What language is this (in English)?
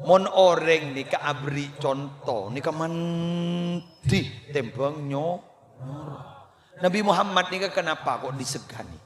Madurese